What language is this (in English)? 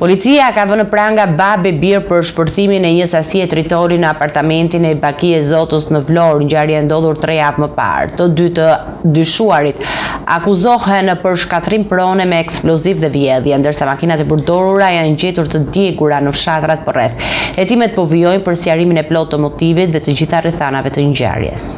Albanian